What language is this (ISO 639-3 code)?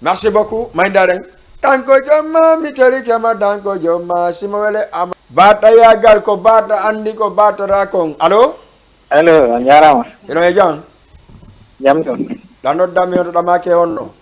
ful